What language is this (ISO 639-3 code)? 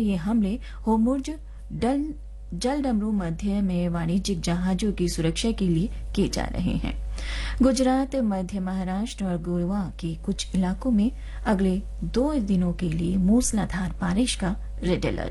hin